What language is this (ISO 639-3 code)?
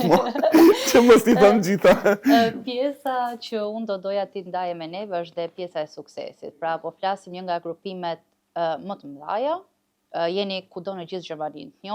sqi